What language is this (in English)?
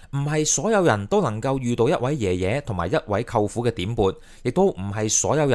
Cantonese